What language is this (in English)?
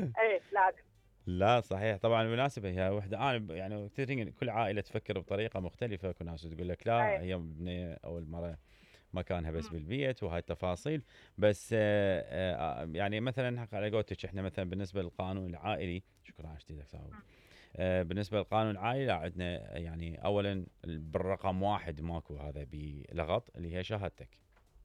Mesopotamian Arabic